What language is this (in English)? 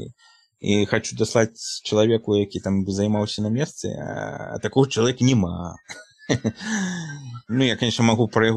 Belarusian